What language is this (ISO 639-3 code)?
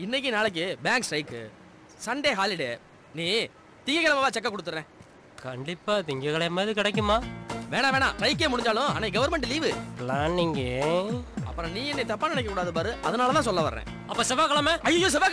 tam